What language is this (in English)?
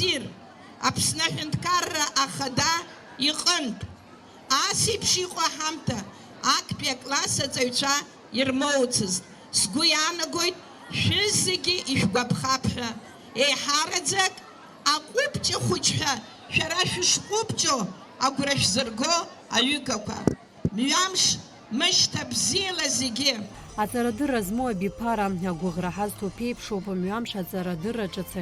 Abkhazian